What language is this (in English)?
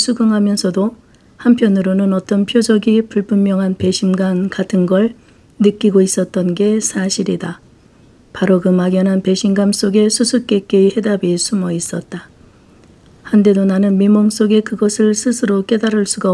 Korean